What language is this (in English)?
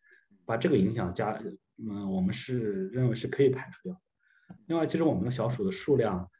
Chinese